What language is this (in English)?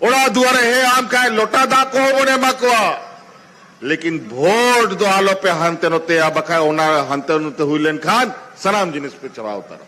Santali